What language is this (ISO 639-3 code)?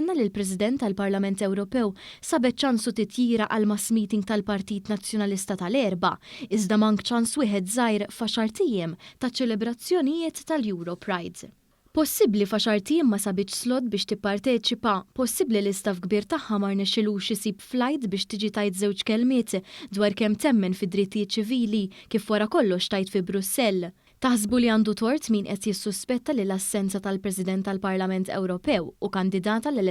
mlt